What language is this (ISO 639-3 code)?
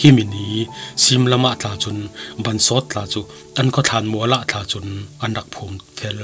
cfm